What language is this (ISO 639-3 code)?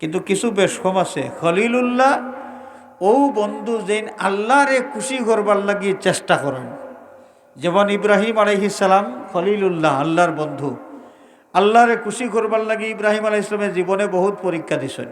syl